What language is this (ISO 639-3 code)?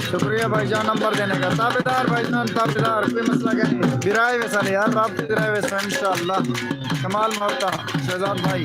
skr